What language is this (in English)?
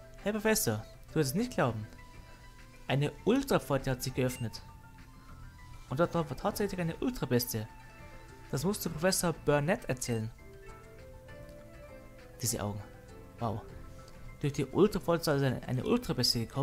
German